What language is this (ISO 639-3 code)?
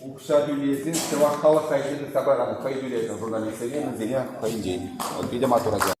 chv